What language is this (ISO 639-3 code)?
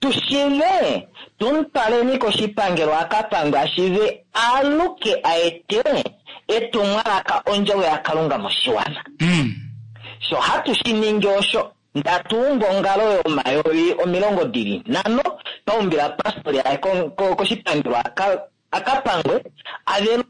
kua